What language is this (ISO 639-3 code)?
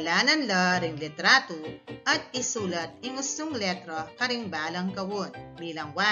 pam